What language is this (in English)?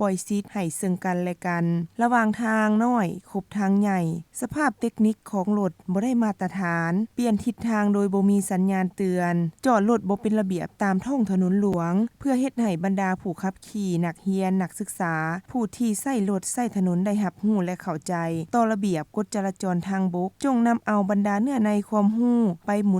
Lao